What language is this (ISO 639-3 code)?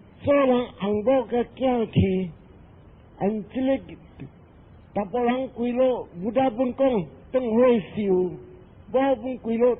nan